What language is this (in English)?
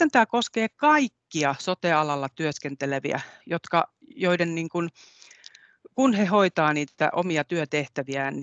Finnish